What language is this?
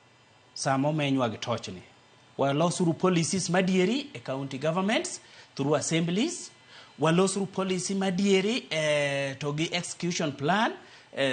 Luo (Kenya and Tanzania)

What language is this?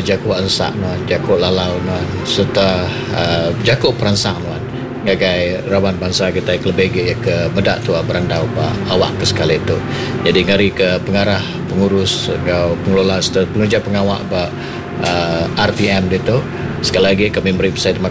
Iban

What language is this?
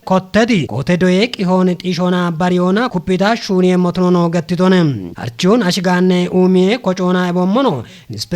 Kafa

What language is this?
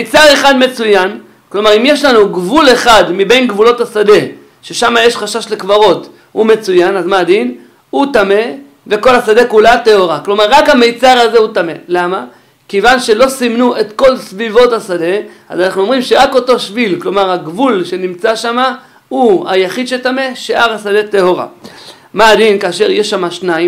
Hebrew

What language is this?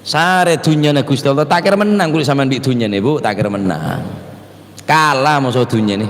Madurese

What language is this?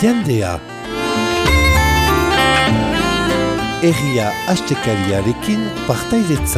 Basque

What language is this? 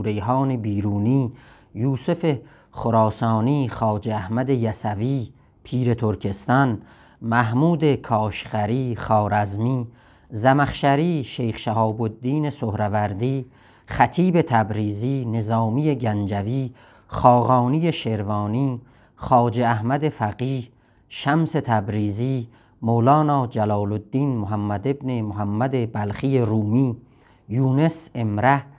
South Azerbaijani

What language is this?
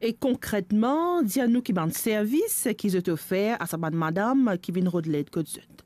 Morisyen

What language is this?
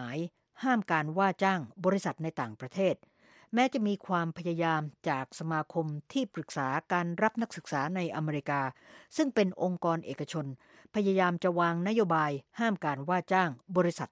Thai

